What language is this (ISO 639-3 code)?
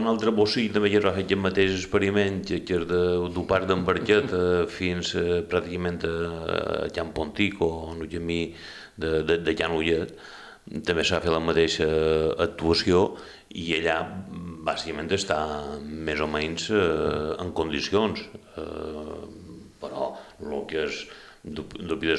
cat